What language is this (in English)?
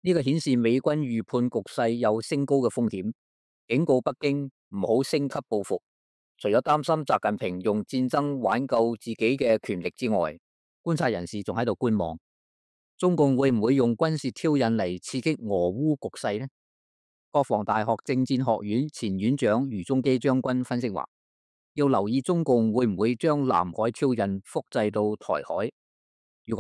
Cantonese